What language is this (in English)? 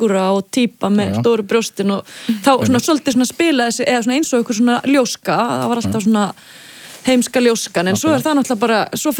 Icelandic